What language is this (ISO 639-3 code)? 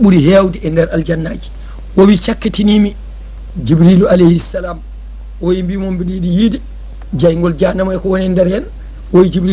ful